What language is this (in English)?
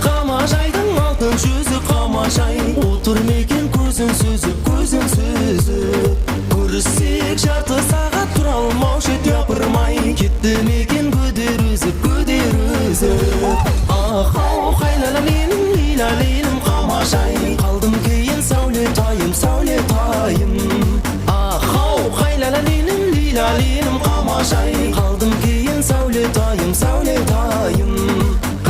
Kara-Kalpak